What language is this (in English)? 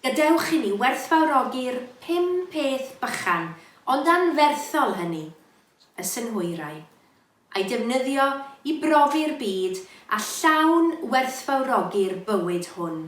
Welsh